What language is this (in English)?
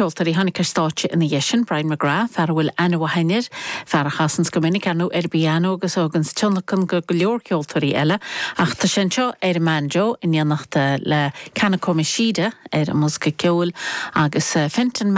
Irish